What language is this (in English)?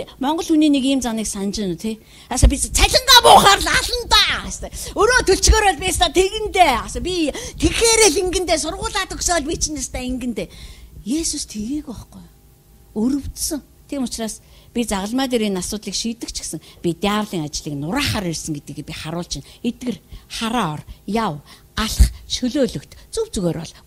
Mongolian